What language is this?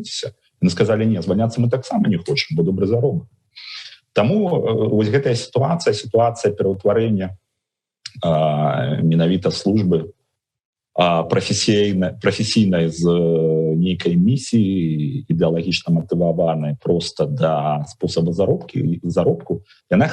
Belarusian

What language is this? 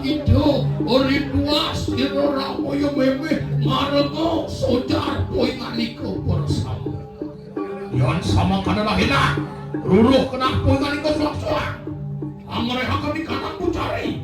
Balinese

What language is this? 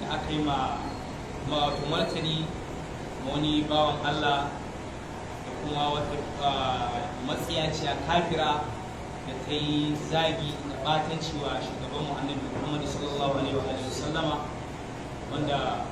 Hausa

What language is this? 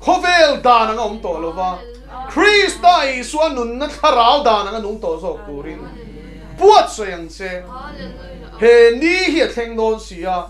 Mizo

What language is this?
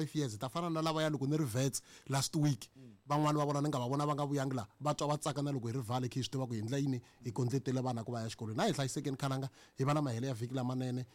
Tsonga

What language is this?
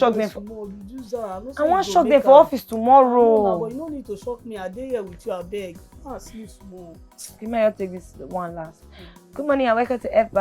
Nigerian Pidgin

